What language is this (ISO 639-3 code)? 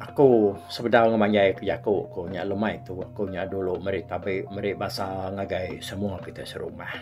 iba